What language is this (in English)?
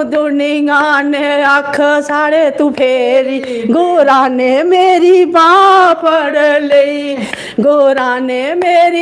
Dogri